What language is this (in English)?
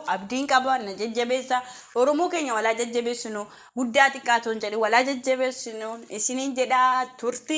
Oromo